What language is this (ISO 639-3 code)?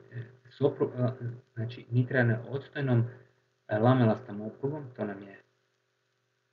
hrv